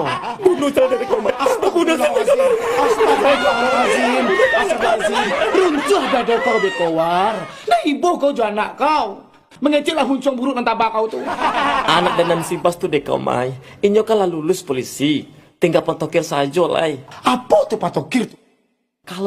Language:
Minangkabau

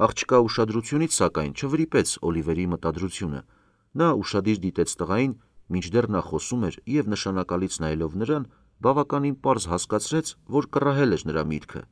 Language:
Armenian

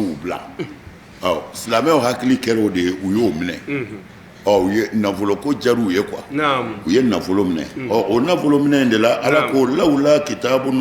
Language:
Bambara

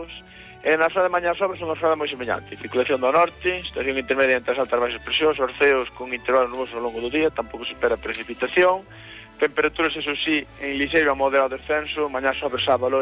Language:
Galician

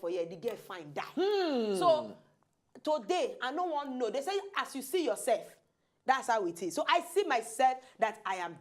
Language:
Nigerian Pidgin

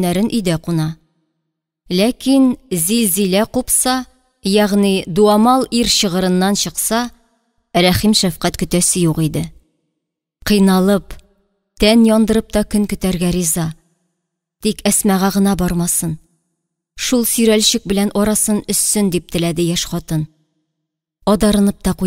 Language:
Tatar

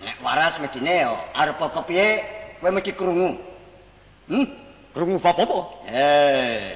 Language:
Javanese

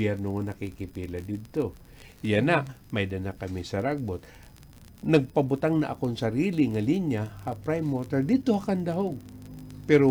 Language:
Waray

